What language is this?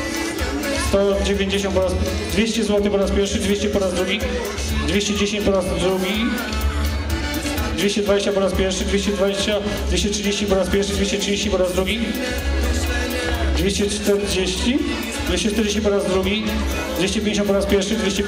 Polish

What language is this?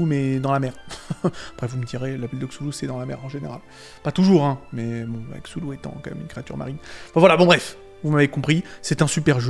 French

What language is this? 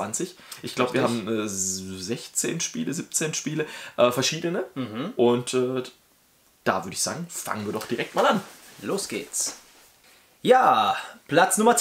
German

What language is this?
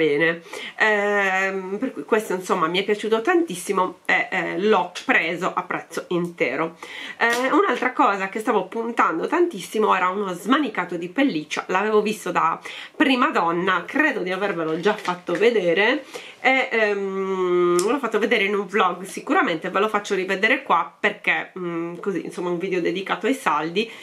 Italian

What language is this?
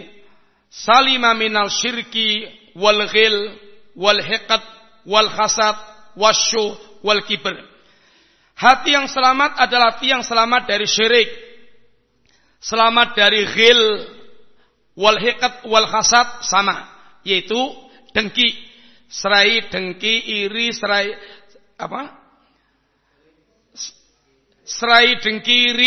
Indonesian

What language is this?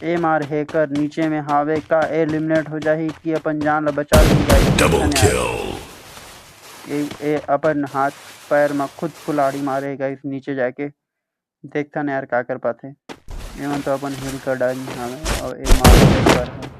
Chhattisgarhi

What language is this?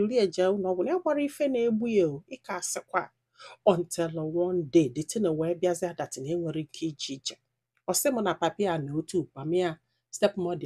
Igbo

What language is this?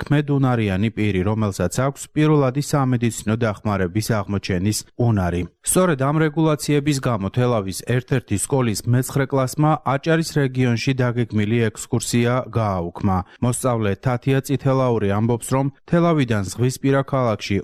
Georgian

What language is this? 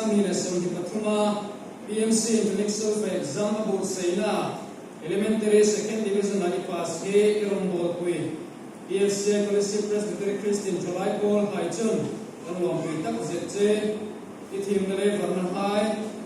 Hmar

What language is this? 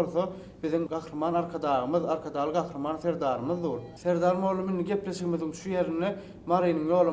Turkmen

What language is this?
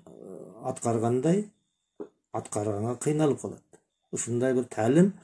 Kyrgyz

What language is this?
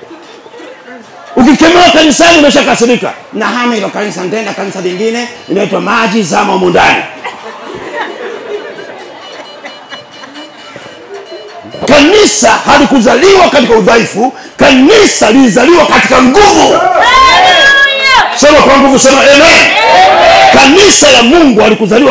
Swahili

